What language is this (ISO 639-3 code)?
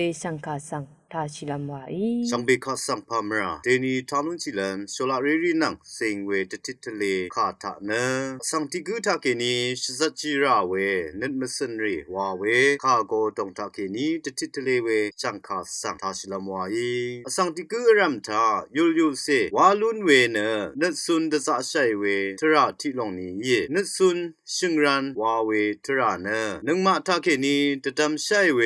raw